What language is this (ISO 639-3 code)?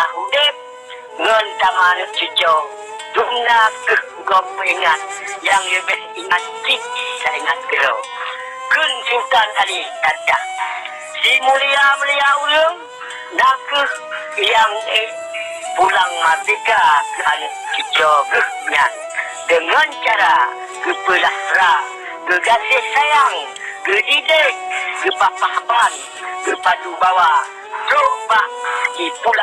ace